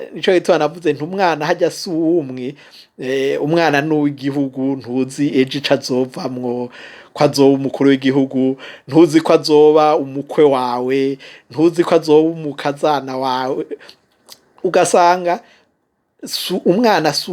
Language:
Rundi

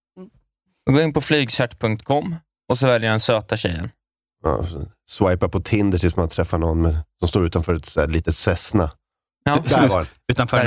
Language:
Swedish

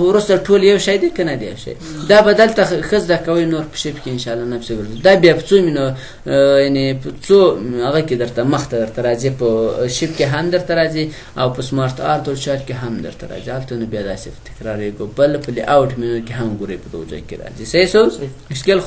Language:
Pashto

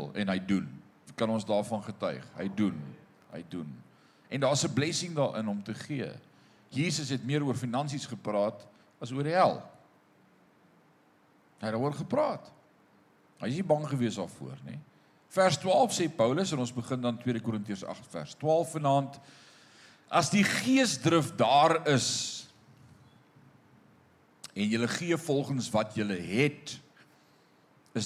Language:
Afrikaans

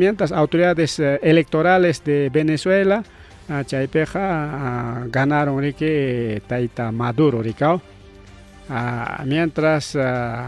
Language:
Ayacucho Quechua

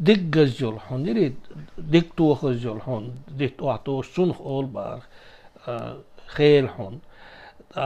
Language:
Chechen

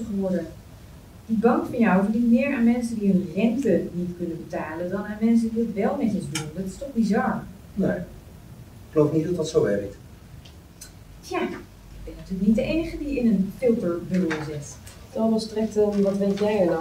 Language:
Dutch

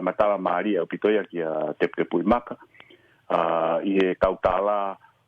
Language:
Tongan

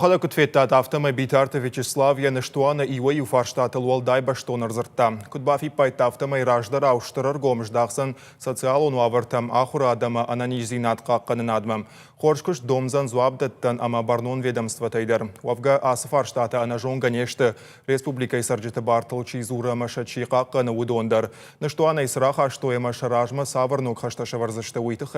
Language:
Ossetic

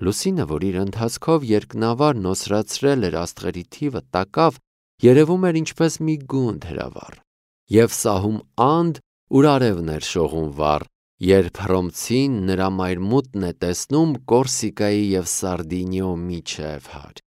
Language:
Armenian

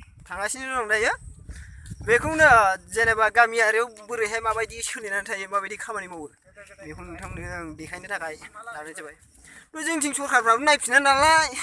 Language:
Bodo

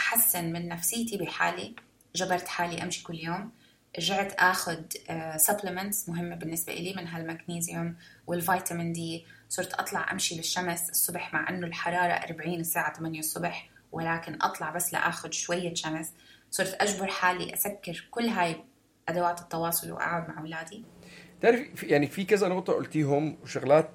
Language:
North Levantine Arabic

